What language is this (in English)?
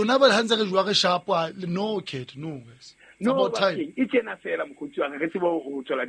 Southern Sotho